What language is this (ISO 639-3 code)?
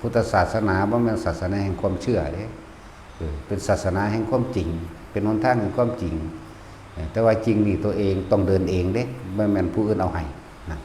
tts